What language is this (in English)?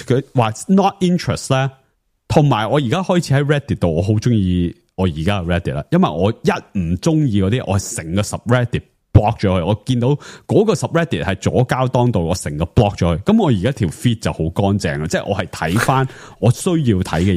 Cantonese